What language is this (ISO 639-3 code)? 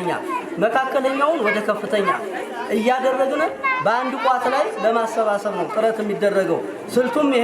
amh